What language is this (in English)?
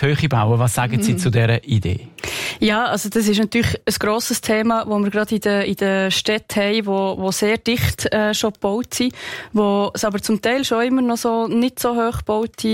German